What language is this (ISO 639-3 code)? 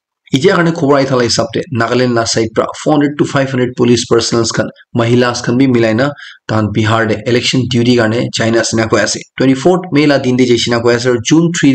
nag